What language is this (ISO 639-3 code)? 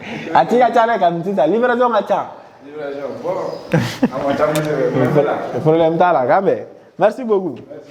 bam